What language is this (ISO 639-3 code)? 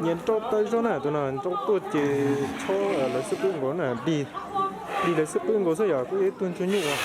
hmn